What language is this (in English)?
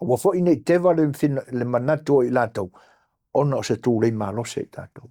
Samoan